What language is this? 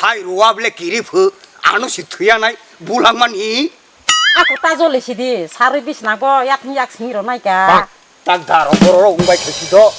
Kok Borok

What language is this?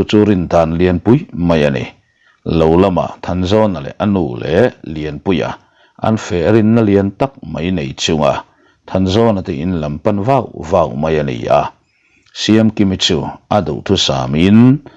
Mizo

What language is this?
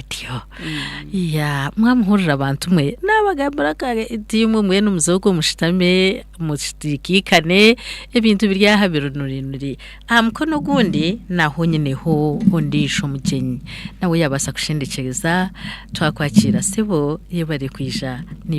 Nyankole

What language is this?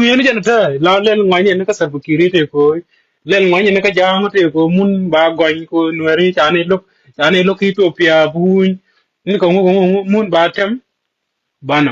Nuer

